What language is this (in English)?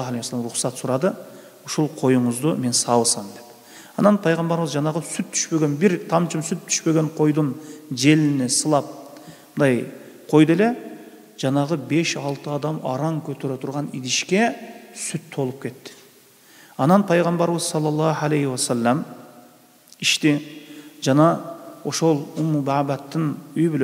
Kyrgyz